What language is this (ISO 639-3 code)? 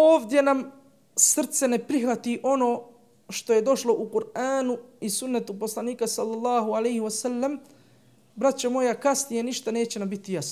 bos